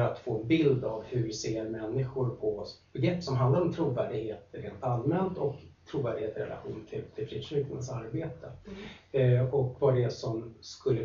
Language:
Swedish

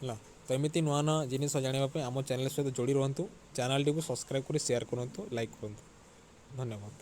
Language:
Odia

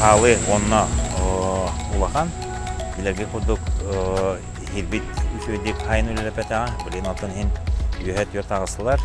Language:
Yakut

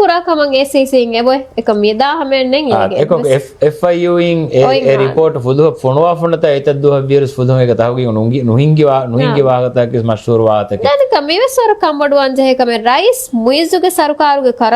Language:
Divehi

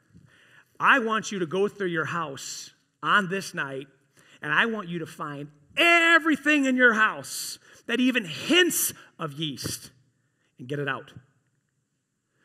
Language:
English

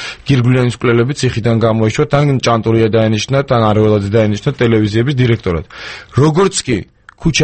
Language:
Georgian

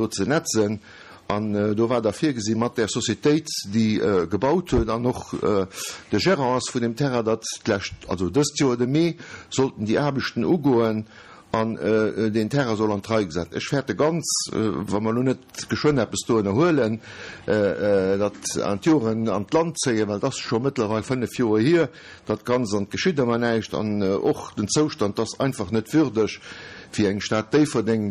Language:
Luxembourgish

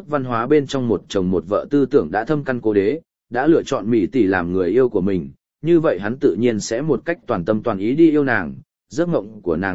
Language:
Vietnamese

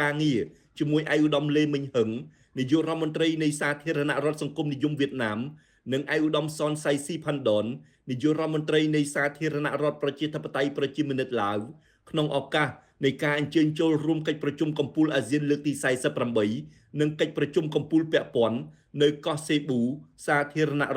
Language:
Khmer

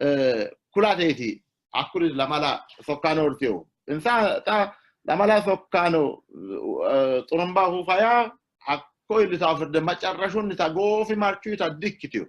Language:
Sidamo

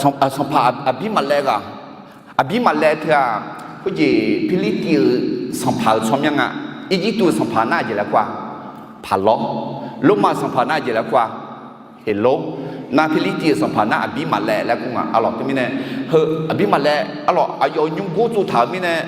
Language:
Akha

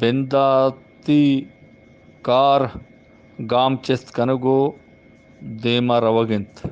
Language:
Eastern Balochi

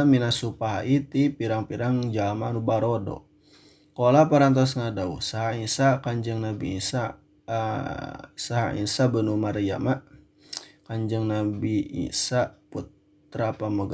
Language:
Sundanese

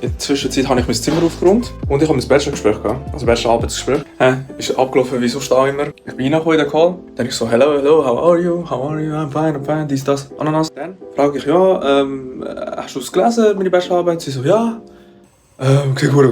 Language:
Swiss German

